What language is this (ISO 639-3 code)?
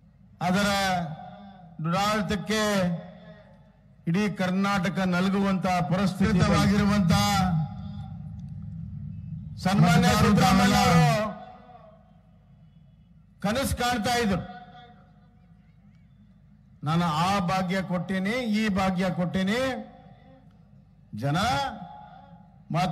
kan